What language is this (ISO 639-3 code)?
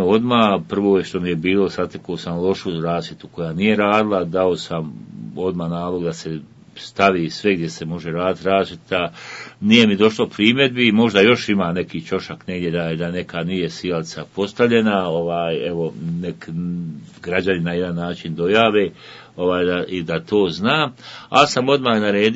bos